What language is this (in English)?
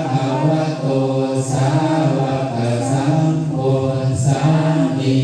Pali